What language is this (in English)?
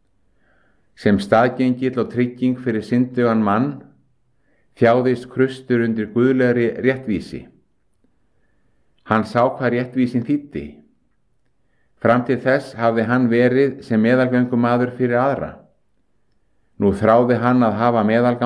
Icelandic